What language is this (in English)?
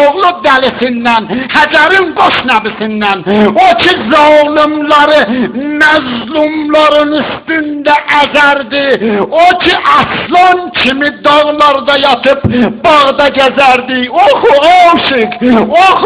South Azerbaijani